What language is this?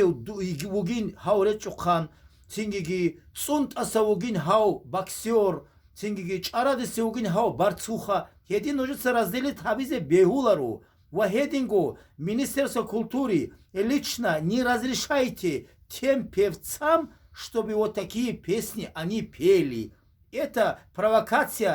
Avaric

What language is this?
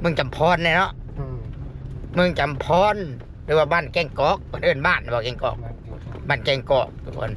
Northeastern Thai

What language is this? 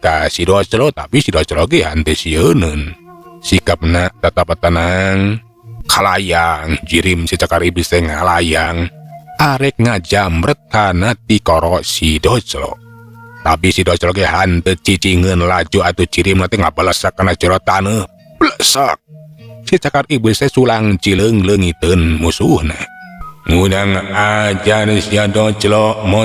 Sundanese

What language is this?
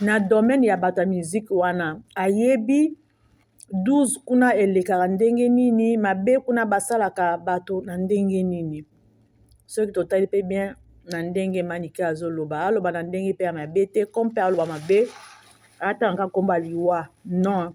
Lingala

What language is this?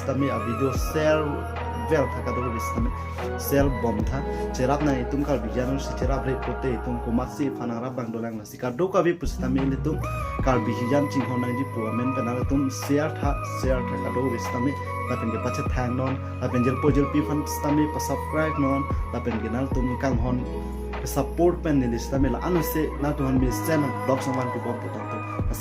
Karbi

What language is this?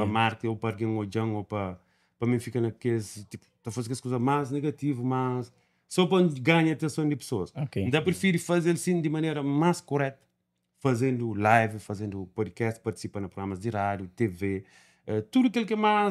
Kabuverdianu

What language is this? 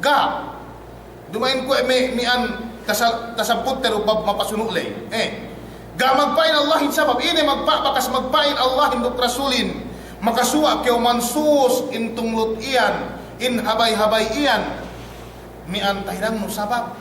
Yakan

